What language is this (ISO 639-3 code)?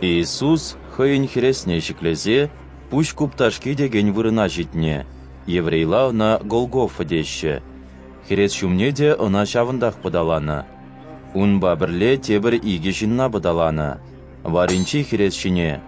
chv